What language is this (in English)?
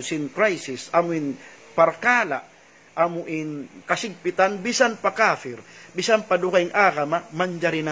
Tausug